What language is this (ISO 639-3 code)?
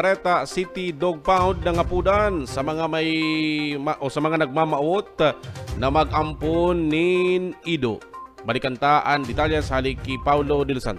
bik